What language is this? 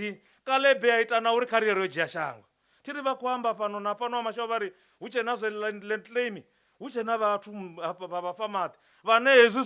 Venda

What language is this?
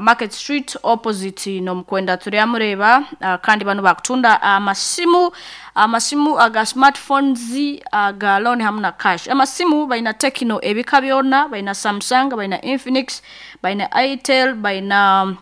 Nyankole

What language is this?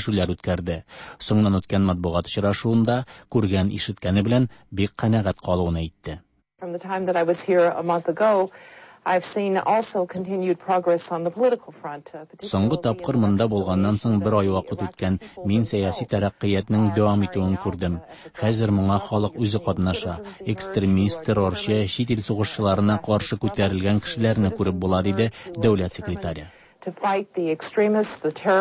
Tatar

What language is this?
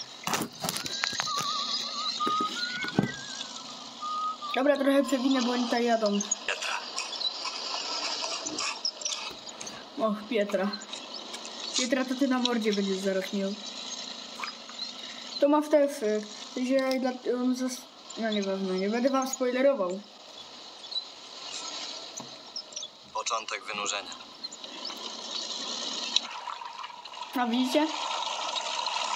Polish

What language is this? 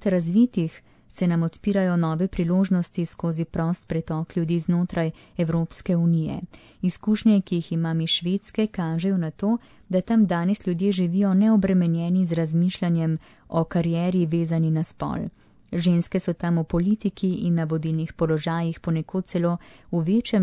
Slovenian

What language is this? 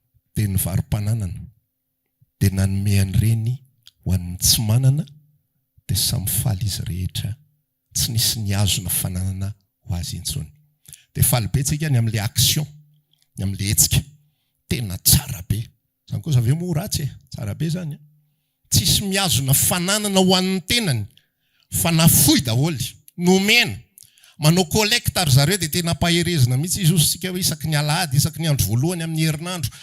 Malagasy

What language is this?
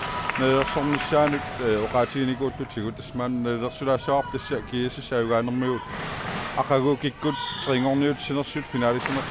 Kalaallisut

